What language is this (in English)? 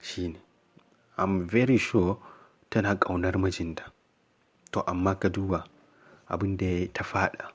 Hausa